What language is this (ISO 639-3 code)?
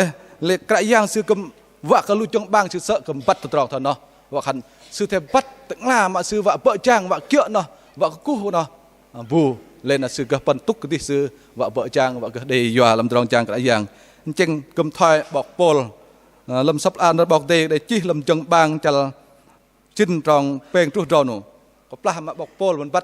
bdq